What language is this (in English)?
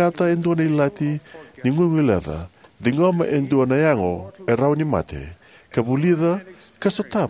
Fijian